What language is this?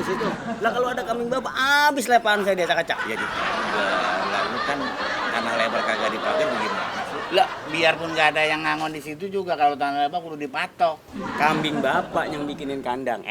Betawi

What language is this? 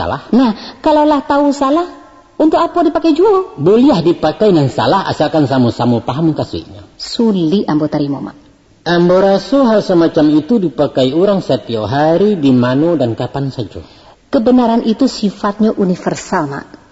Minangkabau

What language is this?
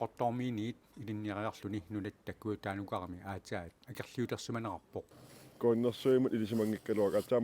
Kalaallisut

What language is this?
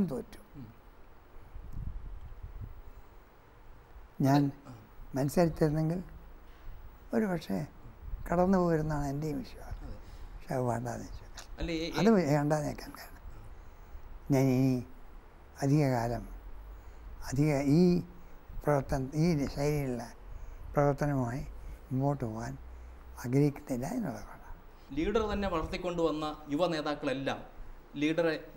Malayalam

